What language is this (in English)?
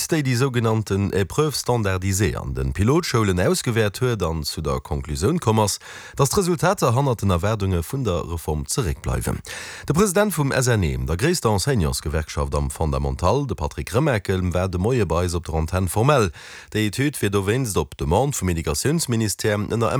Luxembourgish